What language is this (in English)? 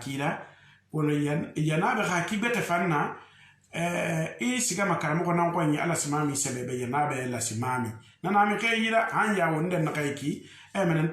Susu